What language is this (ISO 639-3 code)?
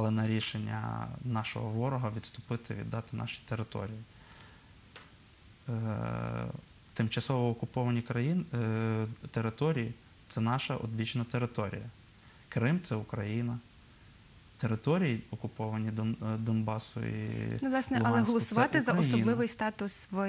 ukr